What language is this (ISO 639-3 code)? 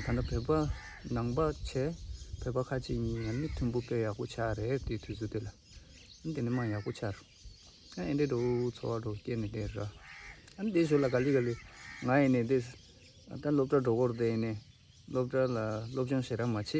bod